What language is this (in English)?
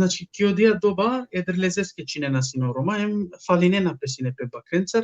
Balkan Romani